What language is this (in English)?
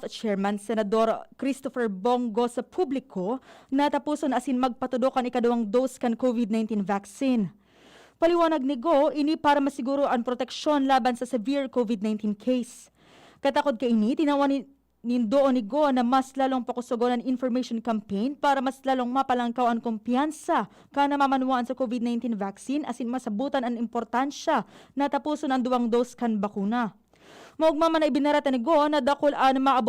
Bikol